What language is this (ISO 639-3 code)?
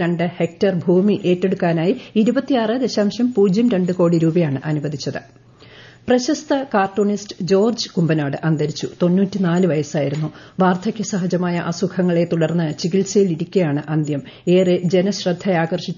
mal